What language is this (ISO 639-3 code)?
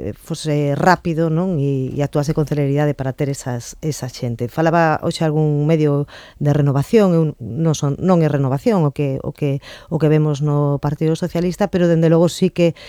glg